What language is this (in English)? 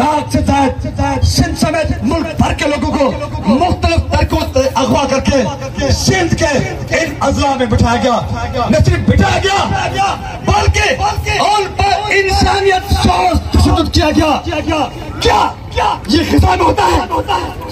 Urdu